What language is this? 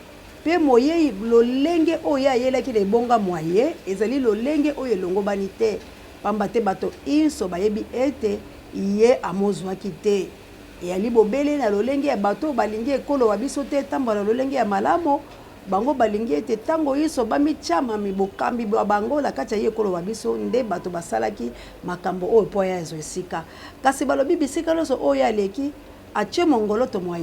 Lingala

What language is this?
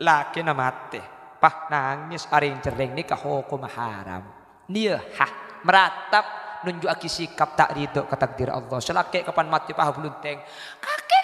Madurese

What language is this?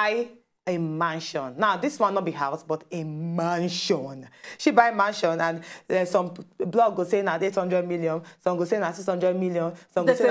Nigerian Pidgin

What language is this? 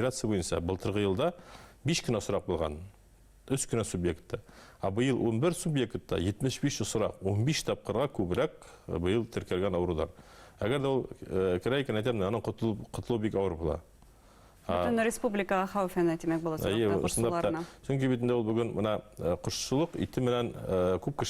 Bashkir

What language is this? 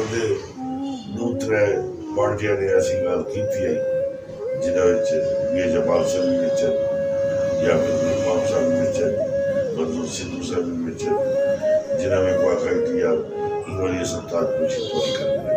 Saraiki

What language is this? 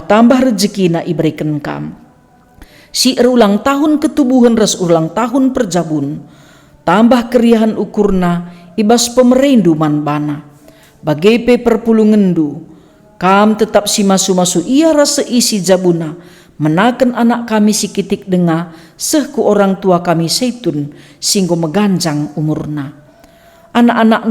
Batak Karo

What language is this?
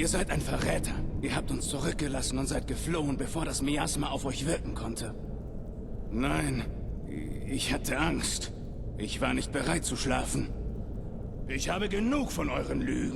Bavarian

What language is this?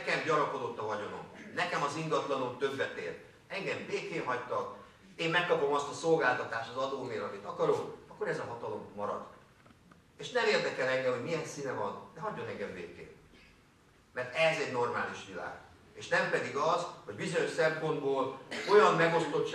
Hungarian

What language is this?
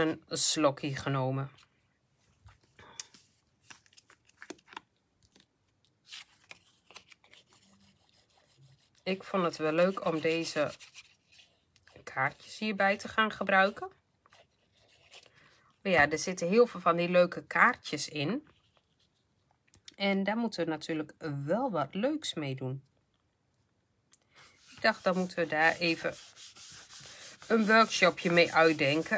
Dutch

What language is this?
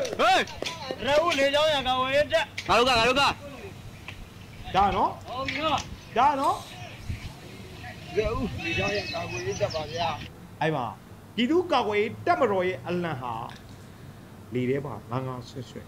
Burmese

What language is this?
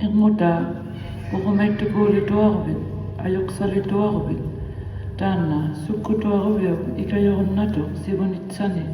Inuktitut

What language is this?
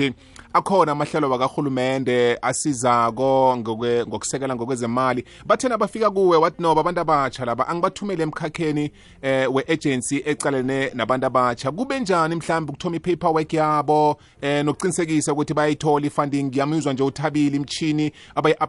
South Ndebele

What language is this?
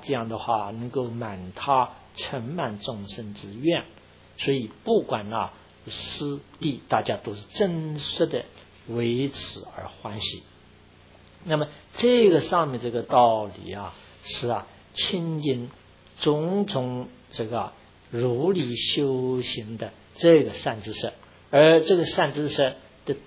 Chinese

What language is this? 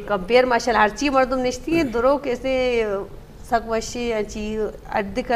Eastern Balochi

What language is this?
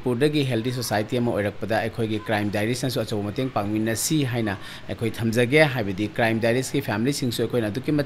Manipuri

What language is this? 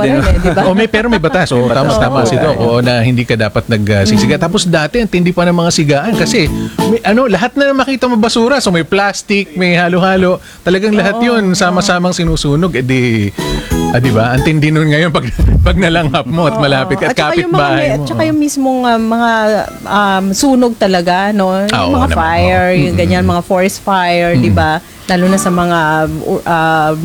Filipino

